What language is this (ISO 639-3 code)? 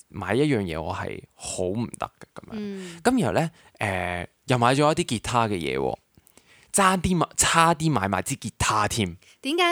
yue